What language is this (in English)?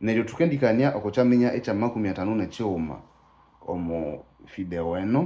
Nande